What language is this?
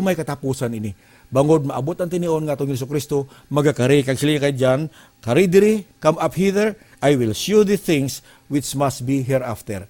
Hiligaynon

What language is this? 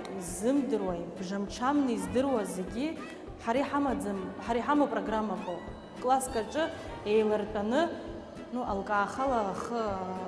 Abkhazian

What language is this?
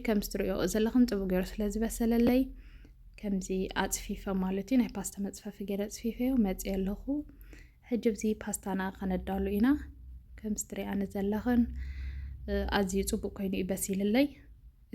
Tigrinya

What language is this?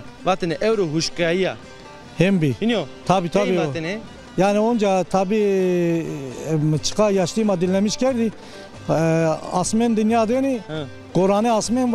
Zaza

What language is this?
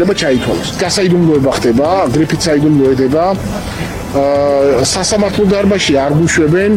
Georgian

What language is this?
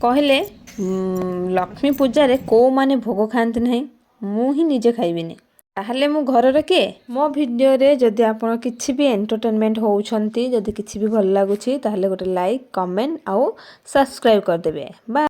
Odia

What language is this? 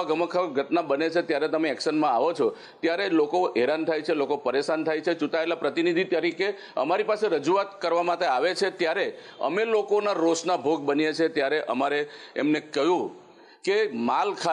Gujarati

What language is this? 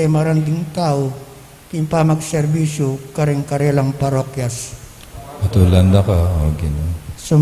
Pampanga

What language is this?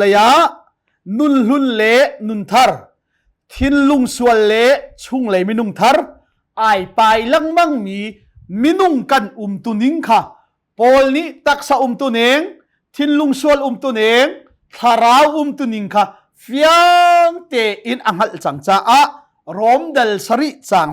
Hakha Chin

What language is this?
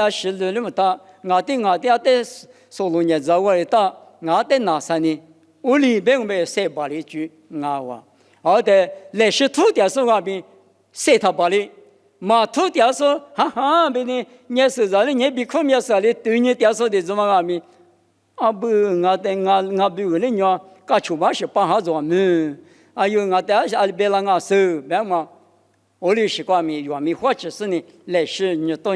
Lisu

